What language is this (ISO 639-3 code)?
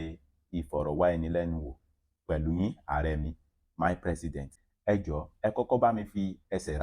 yor